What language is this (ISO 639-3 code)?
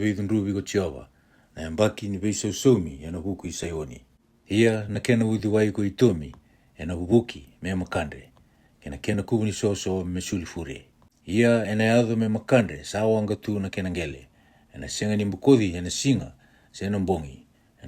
fij